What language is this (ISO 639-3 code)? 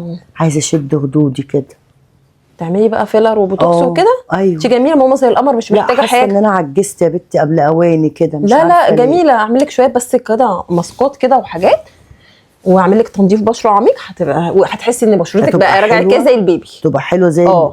arz